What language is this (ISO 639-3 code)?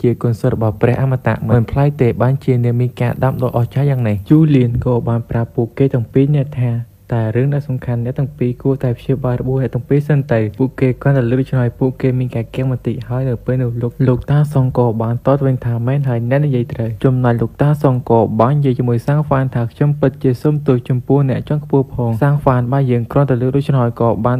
khm